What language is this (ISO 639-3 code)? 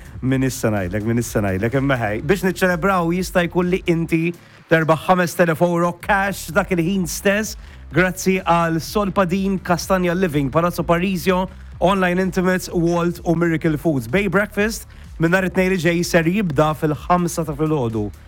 mlt